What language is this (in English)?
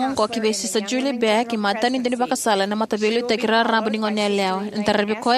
Fijian